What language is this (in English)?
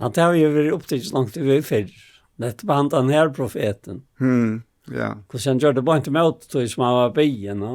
Faroese